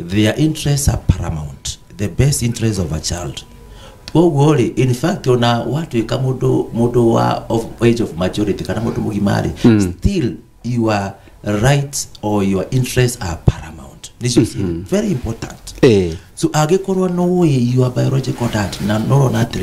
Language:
Kikuyu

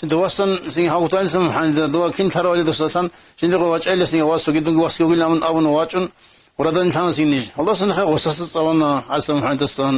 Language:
Avaric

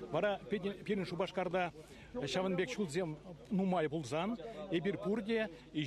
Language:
Chuvash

